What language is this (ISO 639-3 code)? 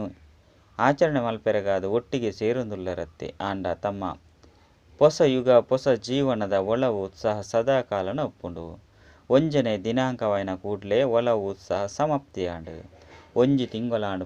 tcy